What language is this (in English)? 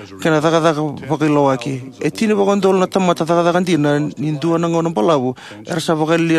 Fijian